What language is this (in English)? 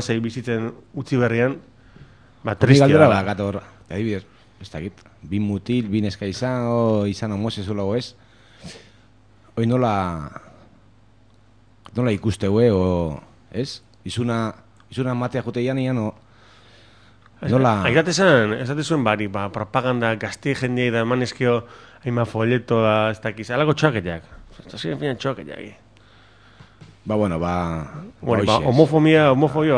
Basque